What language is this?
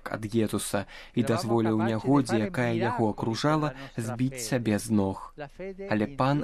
Belarusian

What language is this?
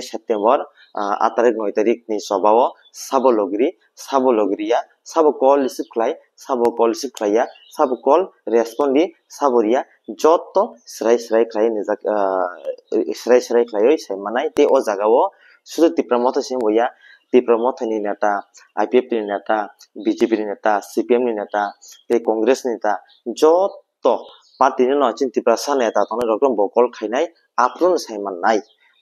Kok Borok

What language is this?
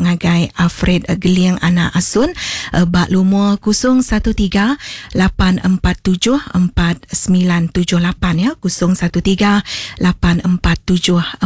Iban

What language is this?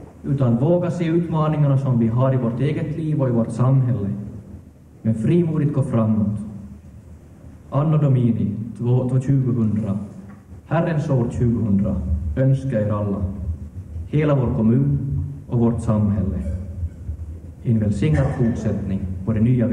Swedish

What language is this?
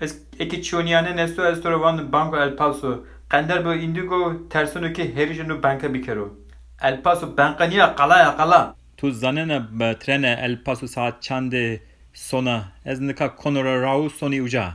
Zaza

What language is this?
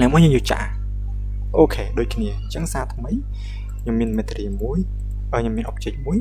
Khmer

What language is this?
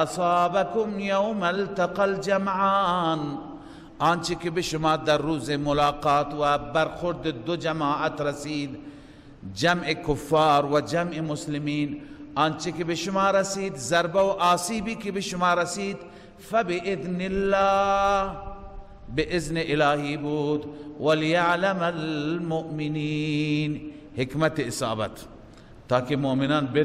Persian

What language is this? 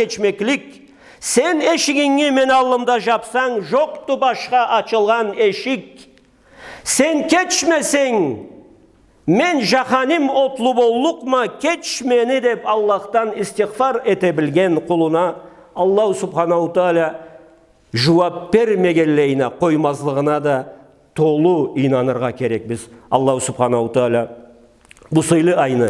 Karachay-Balkar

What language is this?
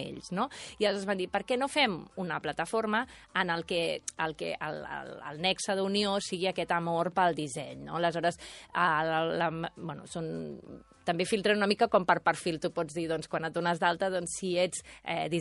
Catalan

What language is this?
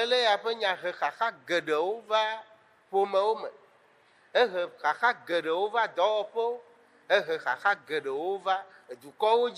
Ewe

